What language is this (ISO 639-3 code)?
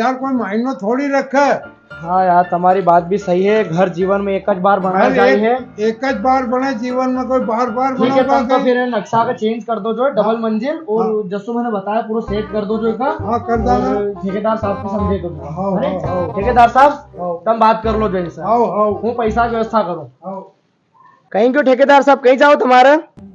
raj